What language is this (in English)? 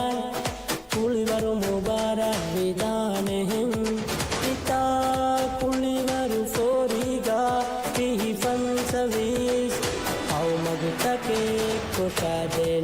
Divehi